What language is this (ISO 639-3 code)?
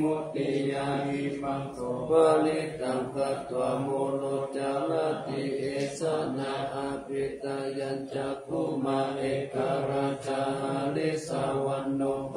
pli